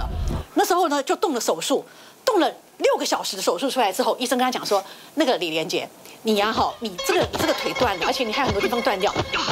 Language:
Chinese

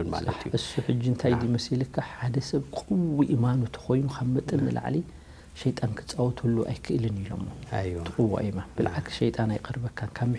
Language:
Tigrinya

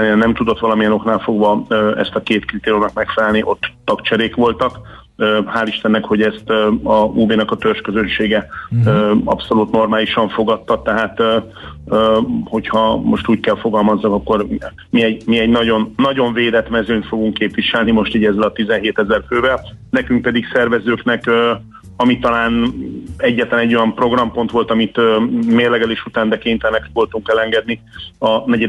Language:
Hungarian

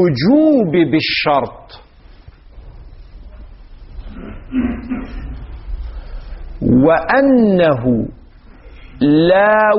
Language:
Arabic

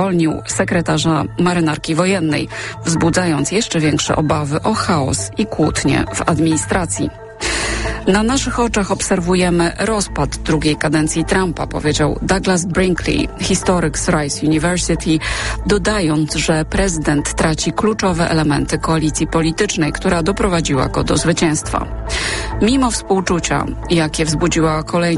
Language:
Polish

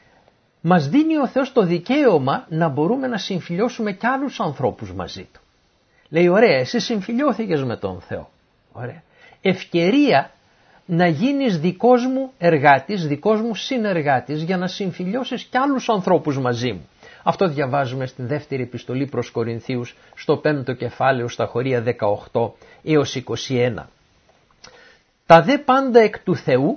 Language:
Greek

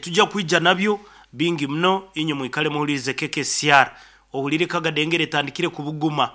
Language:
Nyankole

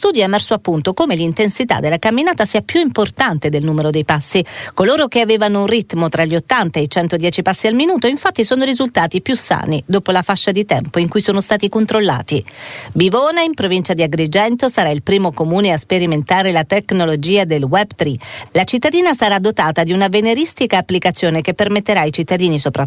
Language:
Italian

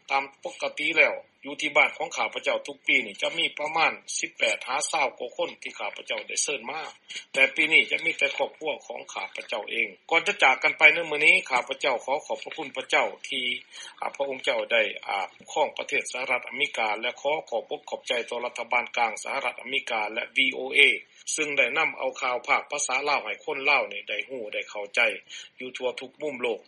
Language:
Lao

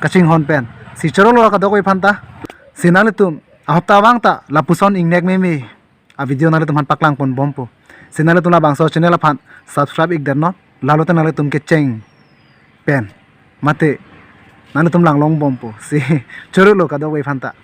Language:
Karbi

